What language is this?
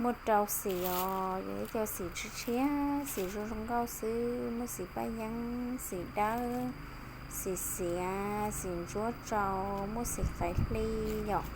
Hmong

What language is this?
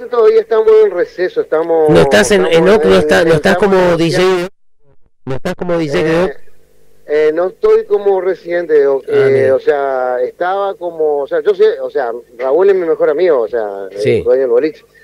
Spanish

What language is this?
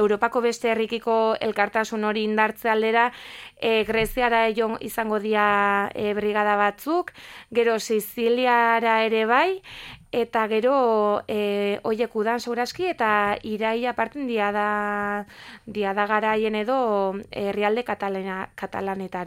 Basque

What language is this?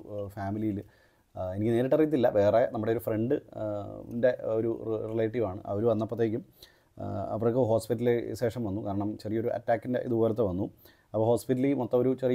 Malayalam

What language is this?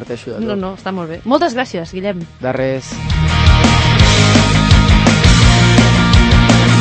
Catalan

